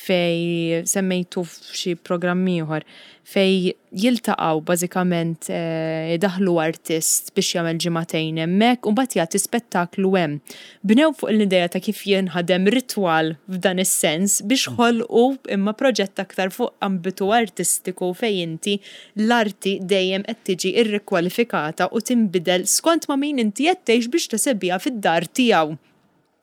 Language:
Maltese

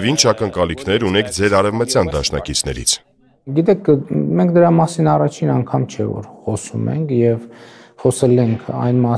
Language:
Armenian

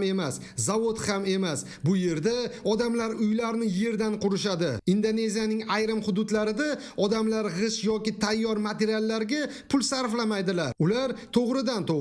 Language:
Uzbek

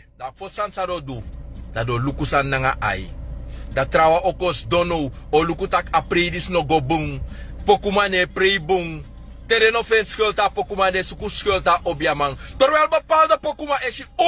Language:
Sranan Tongo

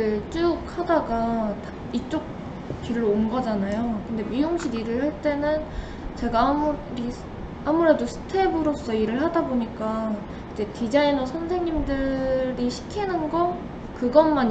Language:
Korean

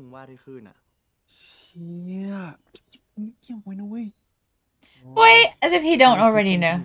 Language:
Thai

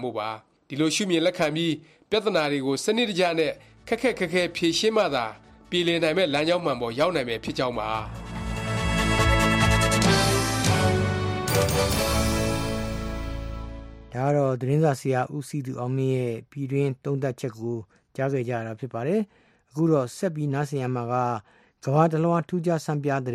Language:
Burmese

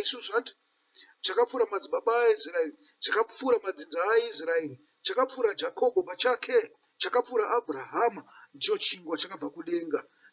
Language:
Shona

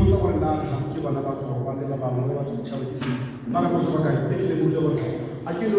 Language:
Tswana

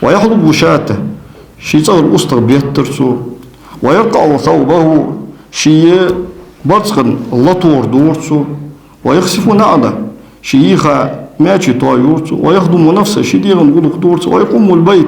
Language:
Ingush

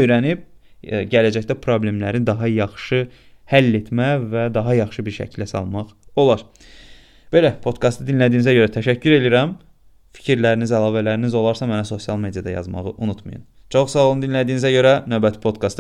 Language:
Azerbaijani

